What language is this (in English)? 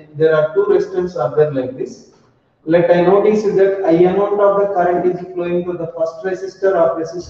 English